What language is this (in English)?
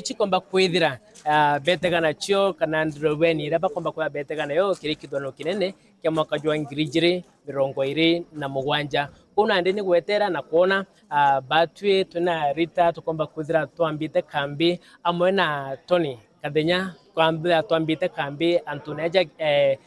Meru